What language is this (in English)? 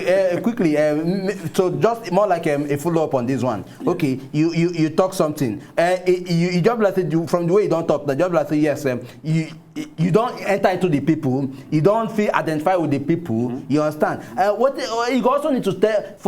Nigerian Pidgin